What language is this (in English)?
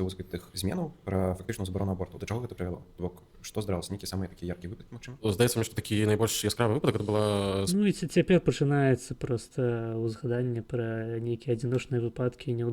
Belarusian